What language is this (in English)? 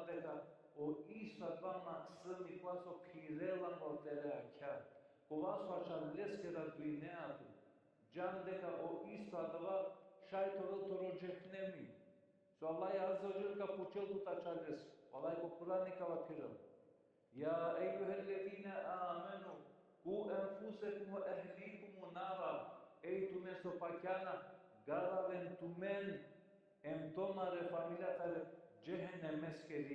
Balkan Romani